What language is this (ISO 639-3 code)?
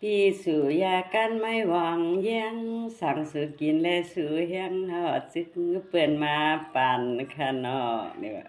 shn